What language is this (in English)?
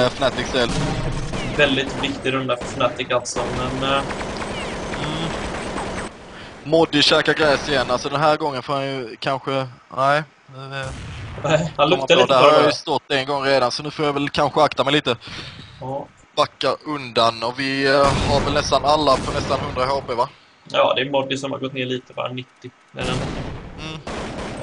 Swedish